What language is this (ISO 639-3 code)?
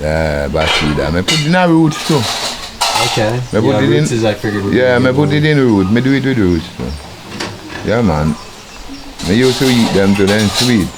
jam